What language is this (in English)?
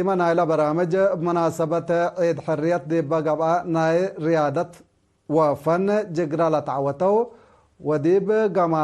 Tigre